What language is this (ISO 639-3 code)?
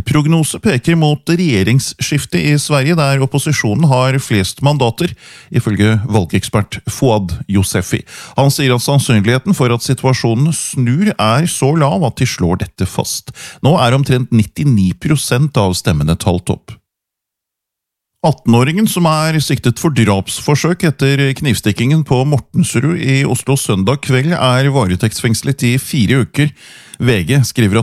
nor